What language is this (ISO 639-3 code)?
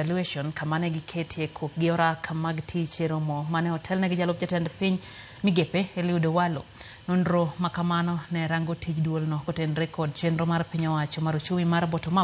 luo